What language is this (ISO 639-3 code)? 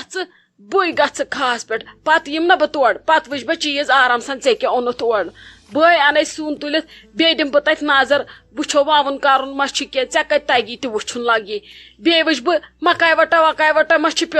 kas